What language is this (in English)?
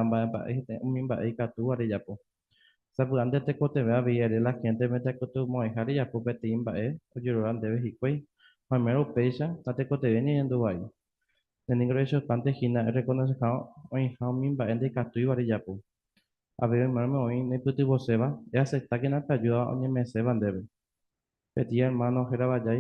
Guarani